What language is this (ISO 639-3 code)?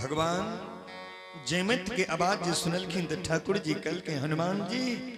anp